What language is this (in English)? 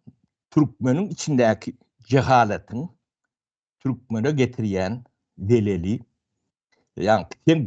Turkmen